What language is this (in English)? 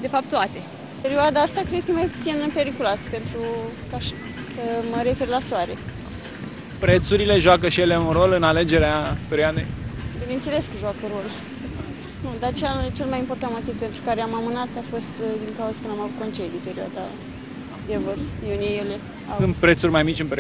Romanian